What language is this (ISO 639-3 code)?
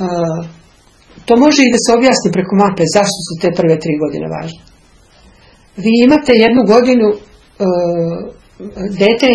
srp